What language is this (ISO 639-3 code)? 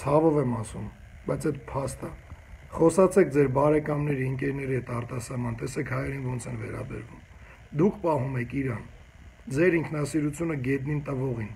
hye